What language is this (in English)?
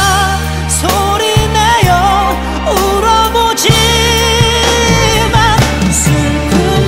Korean